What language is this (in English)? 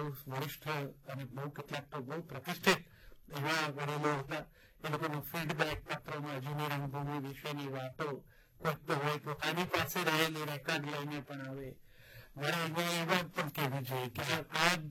Gujarati